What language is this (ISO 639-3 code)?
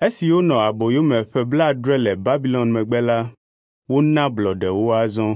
ewe